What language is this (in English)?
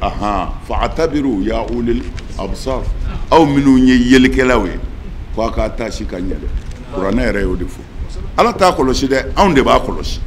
Bambara